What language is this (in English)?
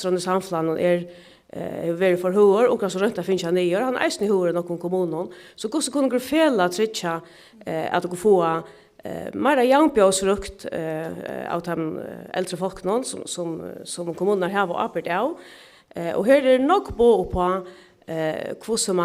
Faroese